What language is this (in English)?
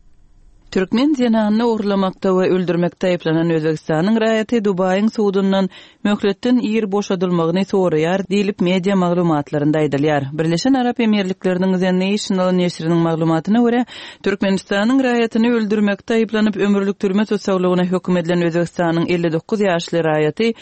Turkmen